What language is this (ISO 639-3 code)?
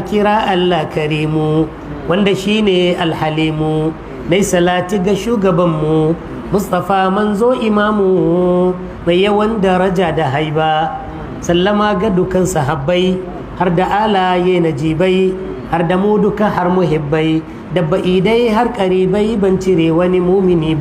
hau